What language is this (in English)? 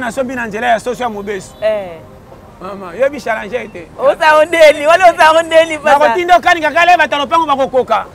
Lingala